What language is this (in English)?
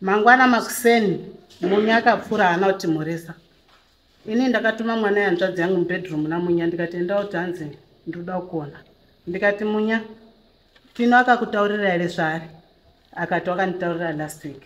Shona